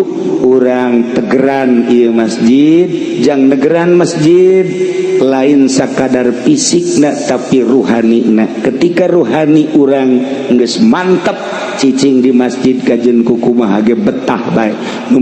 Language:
Sundanese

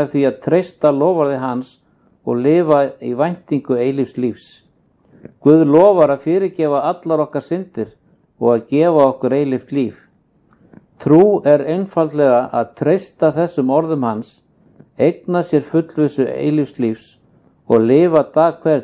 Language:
Icelandic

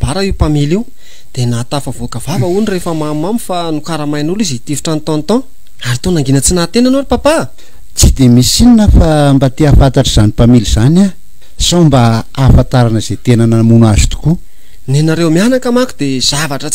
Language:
Malagasy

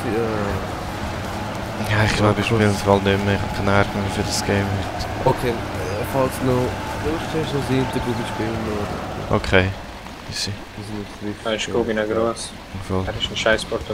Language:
Swiss German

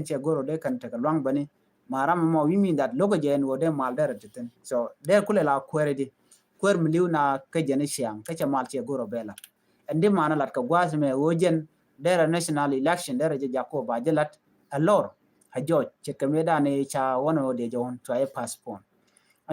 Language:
Nuer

